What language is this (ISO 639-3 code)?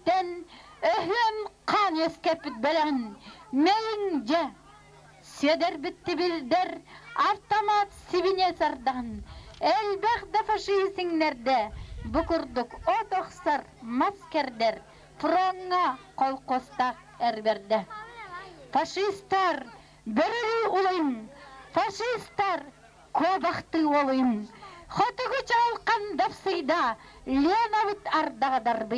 sah